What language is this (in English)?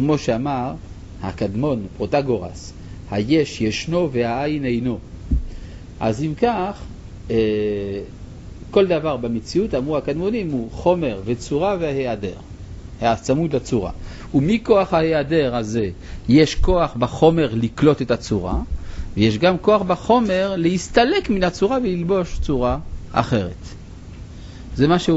Hebrew